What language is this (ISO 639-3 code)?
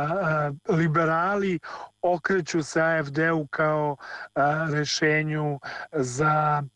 srp